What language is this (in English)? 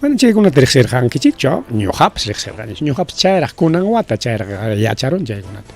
Ayacucho Quechua